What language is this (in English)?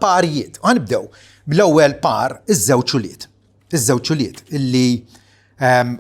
Maltese